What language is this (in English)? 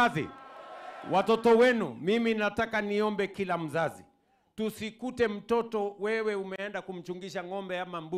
Gusii